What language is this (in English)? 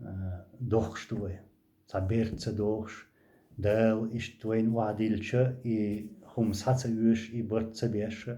Chechen